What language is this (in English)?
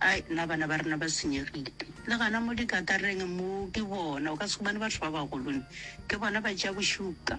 Northern Sotho